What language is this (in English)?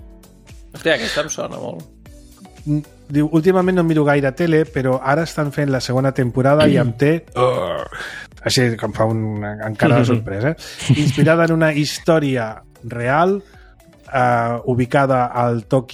Catalan